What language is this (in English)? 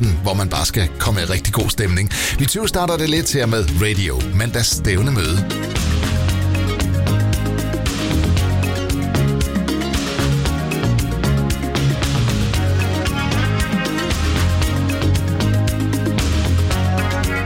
Danish